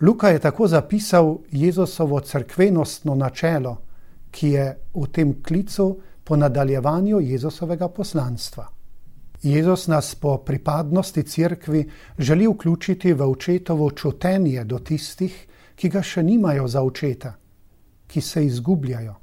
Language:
Slovenian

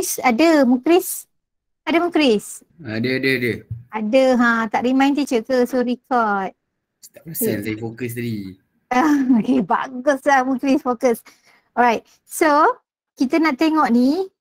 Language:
Malay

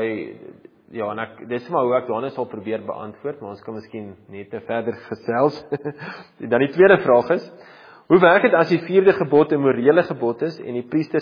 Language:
Afrikaans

